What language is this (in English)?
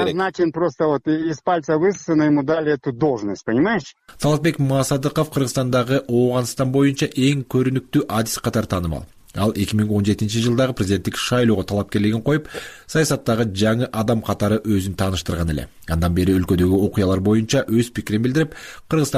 Kyrgyz